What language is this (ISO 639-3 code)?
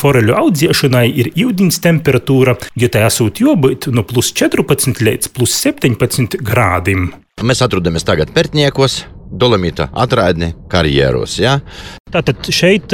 lav